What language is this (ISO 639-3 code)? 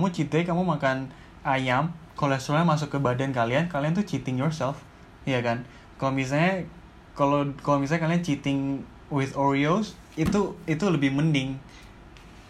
ind